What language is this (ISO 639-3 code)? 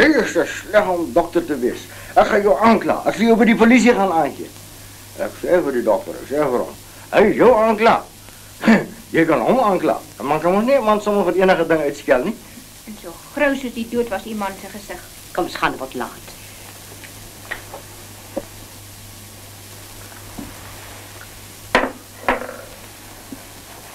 afr